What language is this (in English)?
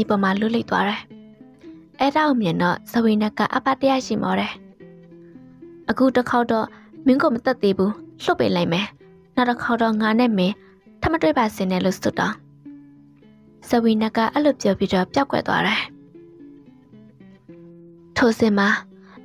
Burmese